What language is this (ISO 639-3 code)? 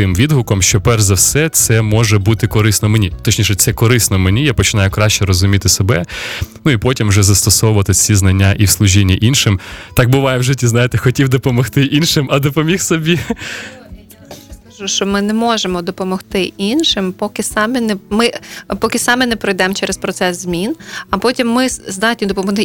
ukr